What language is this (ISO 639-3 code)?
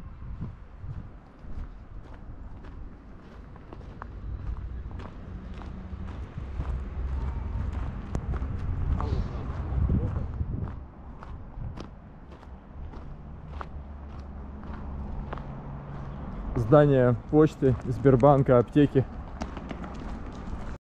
rus